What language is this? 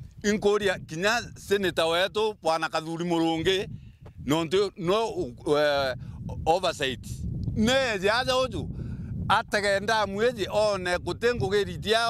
Meru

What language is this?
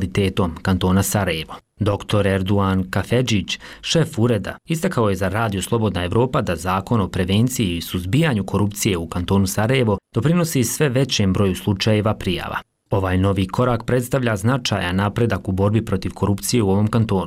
Bosnian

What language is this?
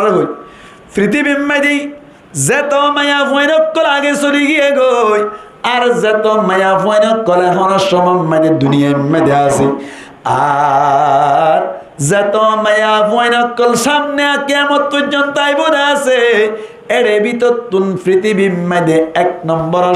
Rohingya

